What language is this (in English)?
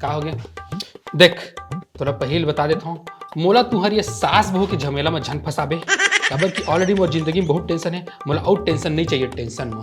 Chhattisgarhi